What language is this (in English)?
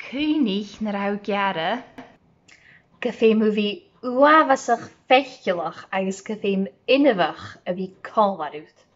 Scottish Gaelic